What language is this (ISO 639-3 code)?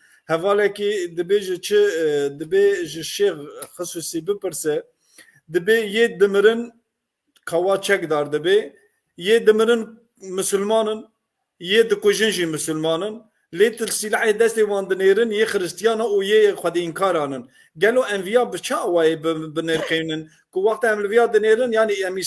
kur